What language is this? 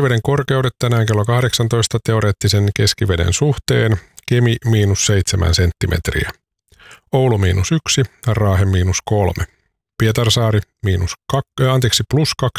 Finnish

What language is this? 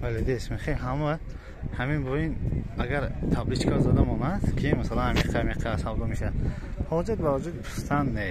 Tajik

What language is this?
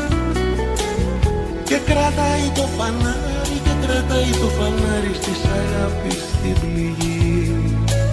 Greek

